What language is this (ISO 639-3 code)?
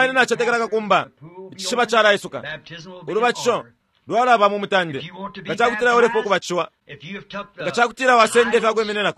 bem